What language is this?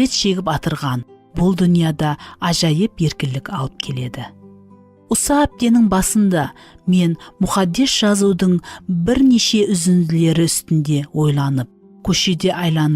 Kara-Kalpak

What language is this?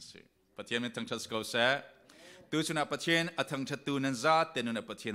Falam Chin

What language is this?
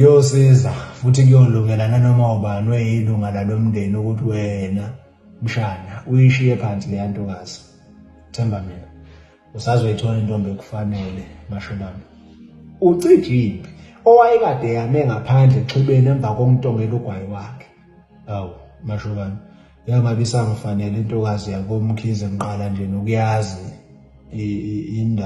Zulu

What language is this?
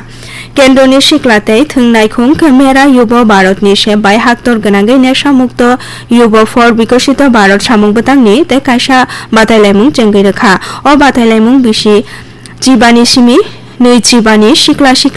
Kok Borok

